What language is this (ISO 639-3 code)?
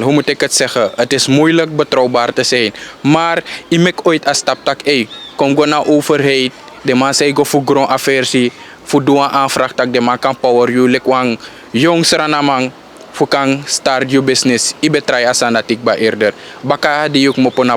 srn